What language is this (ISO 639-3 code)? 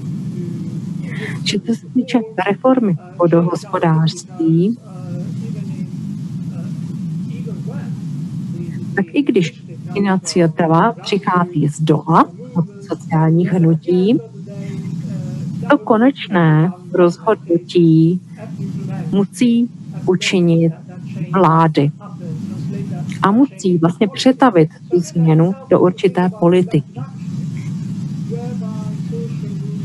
ces